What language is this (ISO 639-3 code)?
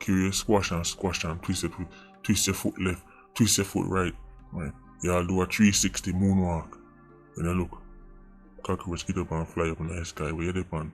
jam